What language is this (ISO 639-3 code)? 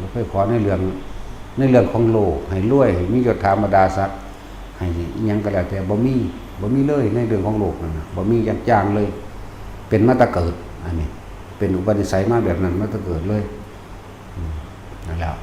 tts